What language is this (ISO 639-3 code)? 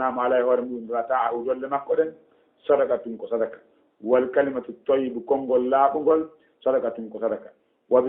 ful